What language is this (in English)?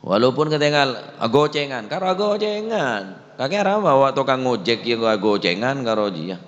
Madurese